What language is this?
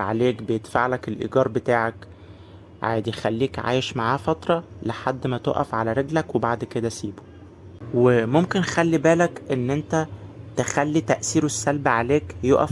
Egyptian Arabic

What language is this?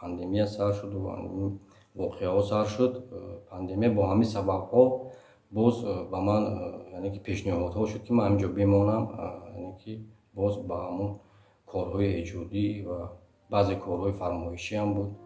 Tajik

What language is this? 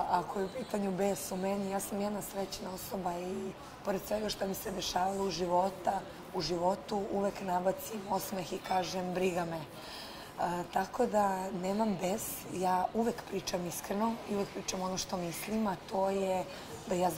Serbian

